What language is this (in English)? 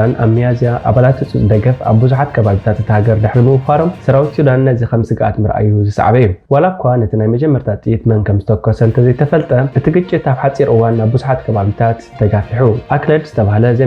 Tigrinya